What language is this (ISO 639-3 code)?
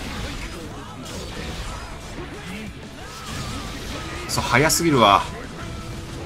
jpn